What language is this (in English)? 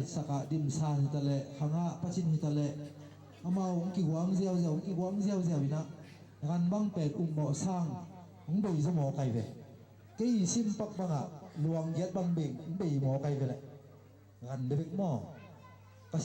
Tedim Chin